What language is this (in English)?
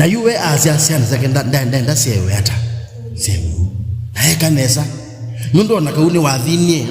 Kamba